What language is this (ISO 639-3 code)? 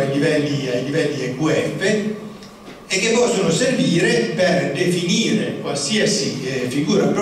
ita